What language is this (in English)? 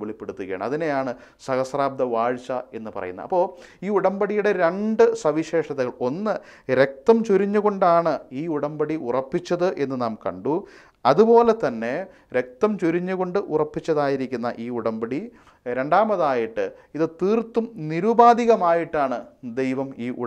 Malayalam